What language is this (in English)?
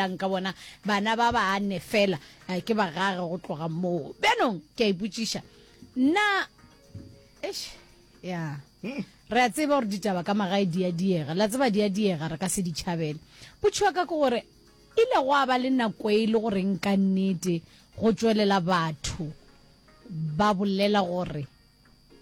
Northern Sotho